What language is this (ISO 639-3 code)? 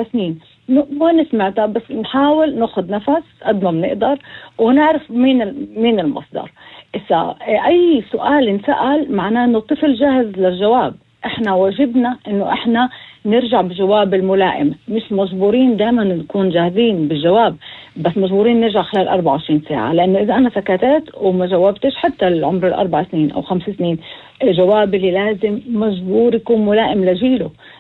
apc